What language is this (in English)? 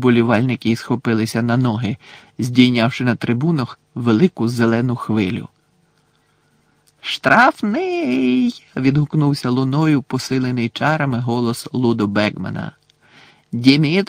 Ukrainian